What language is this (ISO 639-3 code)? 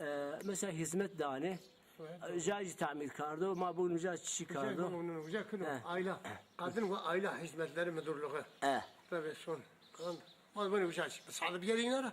zza